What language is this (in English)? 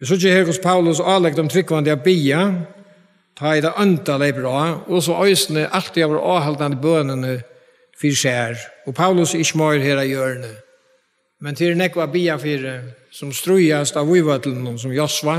Faroese